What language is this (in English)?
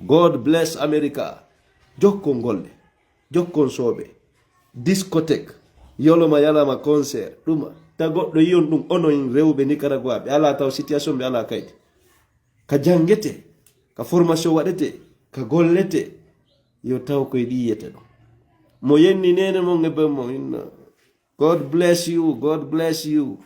Fula